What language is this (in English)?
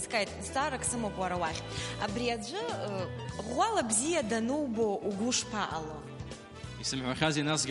Abkhazian